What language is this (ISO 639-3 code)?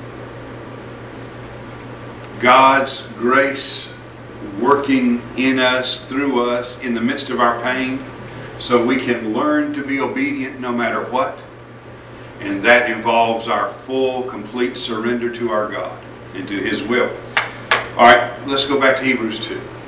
eng